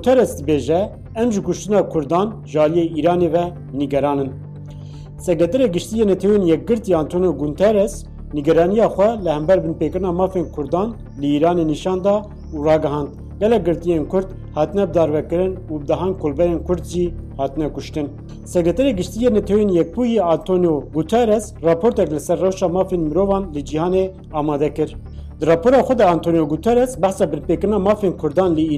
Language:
Kurdish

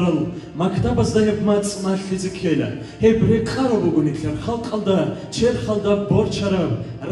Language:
Avaric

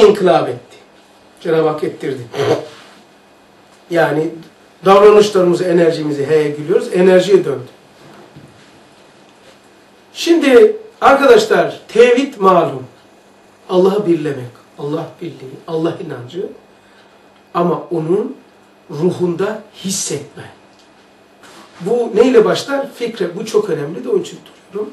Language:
Turkish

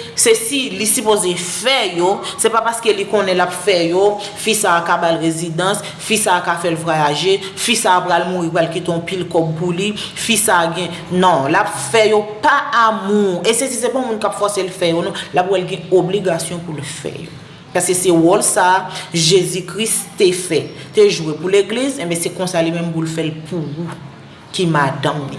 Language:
Haitian Creole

